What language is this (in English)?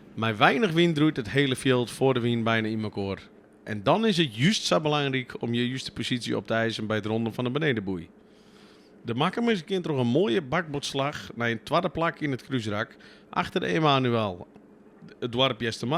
Western Frisian